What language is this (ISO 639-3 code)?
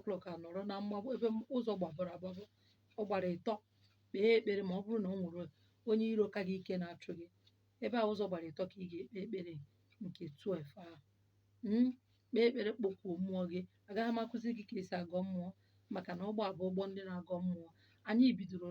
ibo